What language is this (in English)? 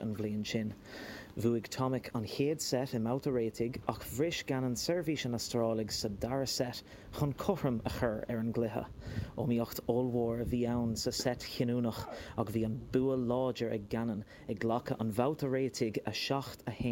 Irish